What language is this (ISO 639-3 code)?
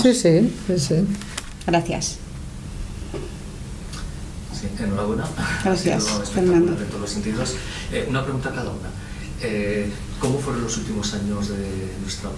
spa